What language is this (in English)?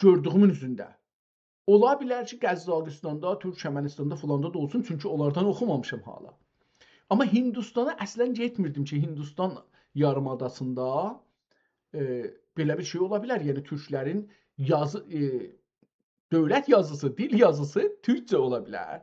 South Azerbaijani